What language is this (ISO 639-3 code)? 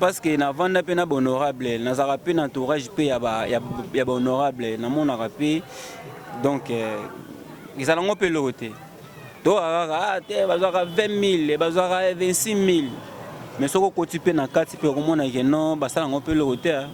lin